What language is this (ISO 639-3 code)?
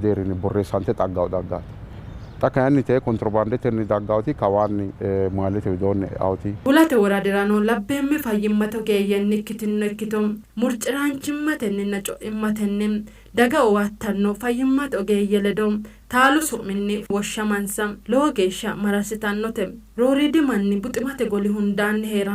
sid